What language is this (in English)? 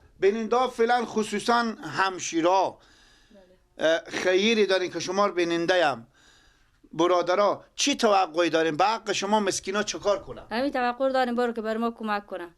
Persian